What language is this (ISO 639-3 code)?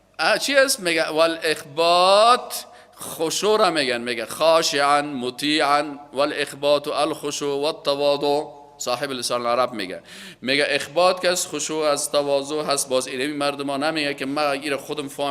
fas